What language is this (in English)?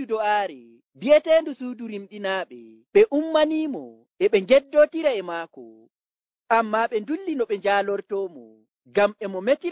Nigerian Fulfulde